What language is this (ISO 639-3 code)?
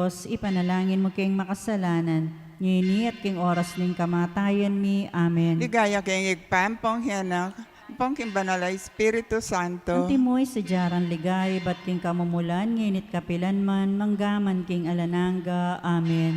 pam